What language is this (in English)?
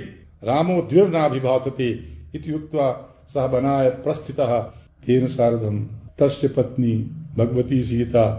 Sanskrit